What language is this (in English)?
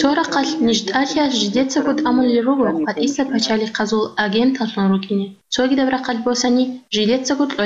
Avaric